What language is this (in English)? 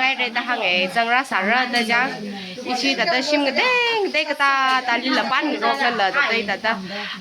Tangkhul Naga (India)